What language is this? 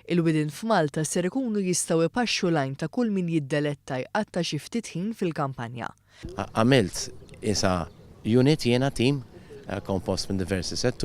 Maltese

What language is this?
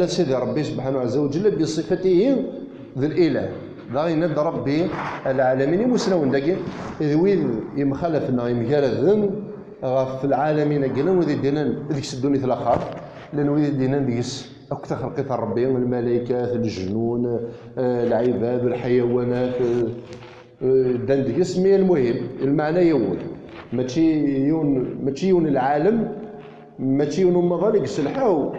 Kabyle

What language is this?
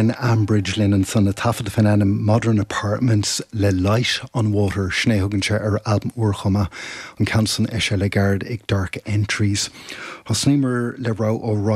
Irish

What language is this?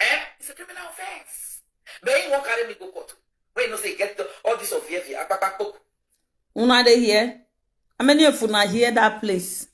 Nigerian Pidgin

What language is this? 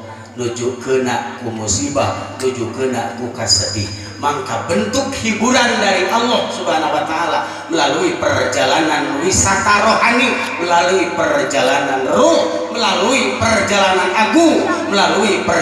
Sundanese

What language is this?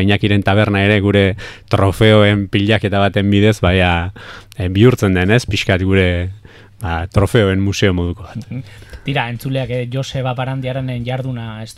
Basque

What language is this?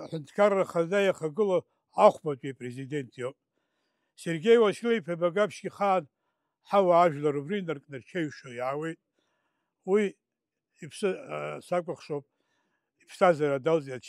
Abkhazian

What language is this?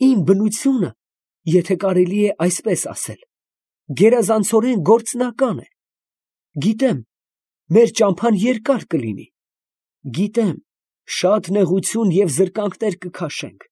Armenian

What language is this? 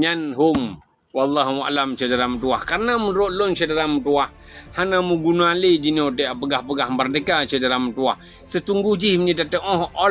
Achinese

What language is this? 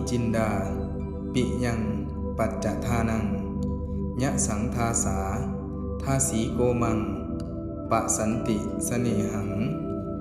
Pali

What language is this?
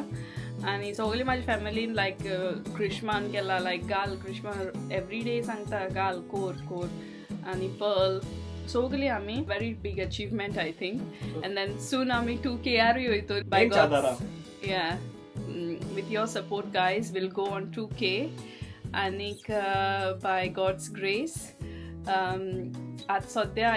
Konkani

